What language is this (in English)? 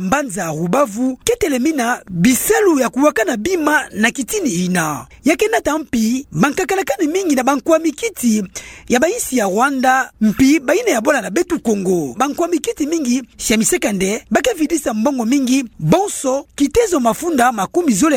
Kituba (Democratic Republic of Congo)